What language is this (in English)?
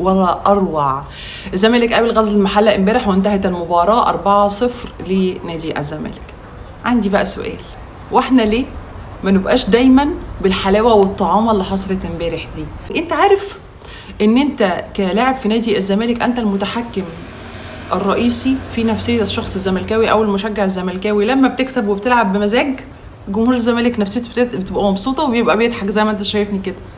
Egyptian Arabic